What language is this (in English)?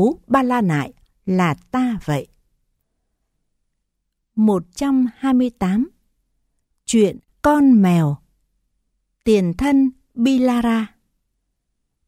Vietnamese